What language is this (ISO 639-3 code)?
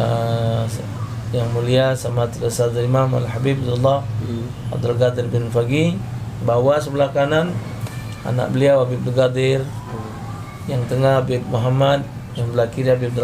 mui